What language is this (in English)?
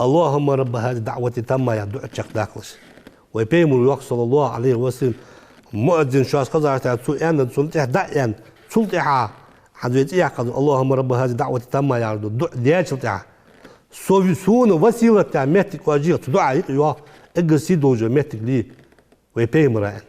Ingush